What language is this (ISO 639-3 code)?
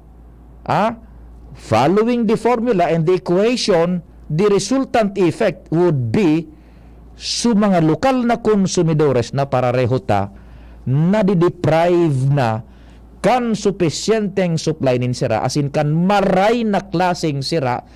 bik